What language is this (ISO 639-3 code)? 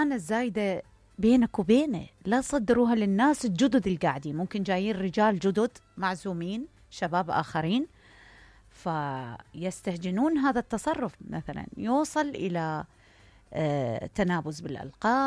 acm